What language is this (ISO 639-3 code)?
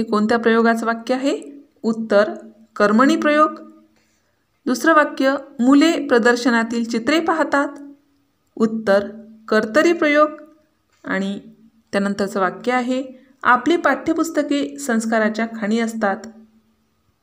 mar